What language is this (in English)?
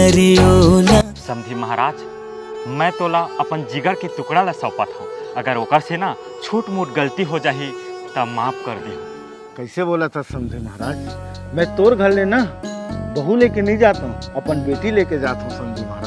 Chhattisgarhi